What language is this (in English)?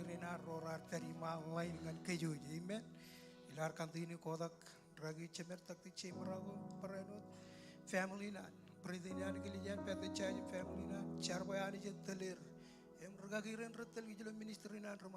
Marshallese